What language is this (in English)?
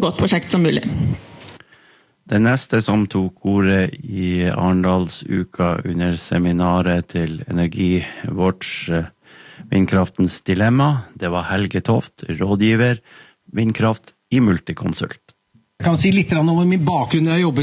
Norwegian